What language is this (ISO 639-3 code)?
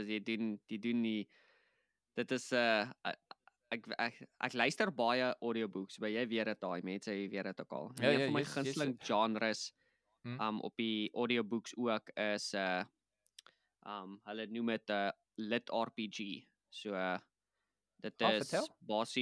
afr